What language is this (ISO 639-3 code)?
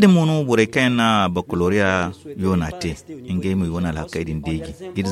dje